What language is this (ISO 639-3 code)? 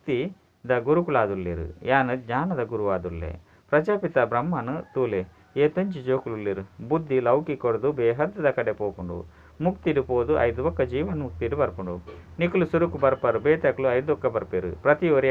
tcy